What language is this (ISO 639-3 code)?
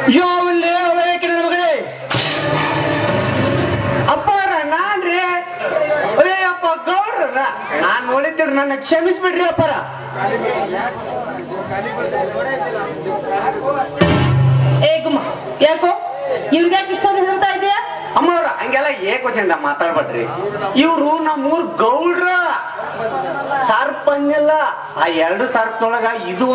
kan